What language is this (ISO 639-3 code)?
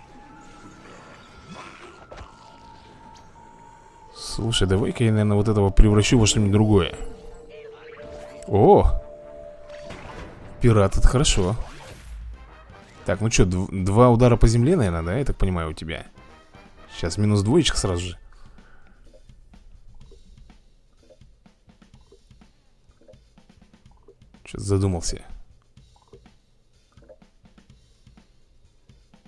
rus